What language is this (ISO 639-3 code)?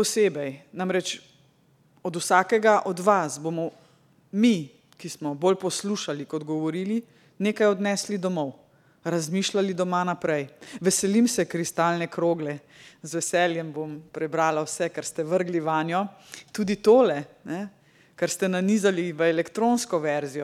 slv